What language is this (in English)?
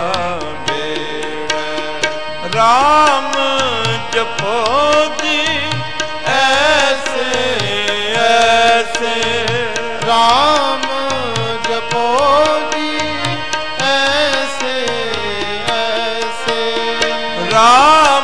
Punjabi